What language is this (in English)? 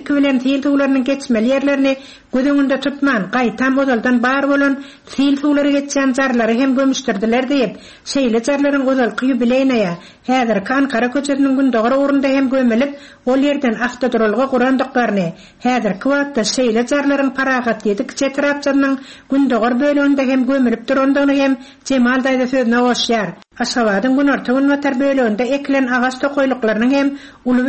Turkmen